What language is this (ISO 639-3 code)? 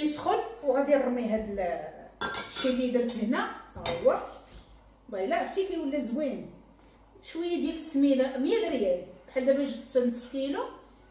ary